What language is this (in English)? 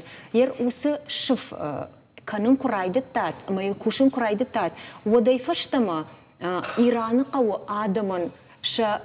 Ossetic